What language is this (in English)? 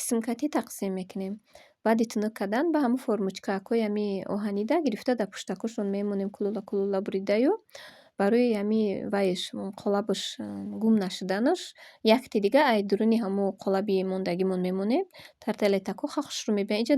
Tajik